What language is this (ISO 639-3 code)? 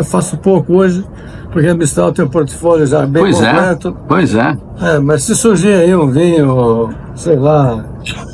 por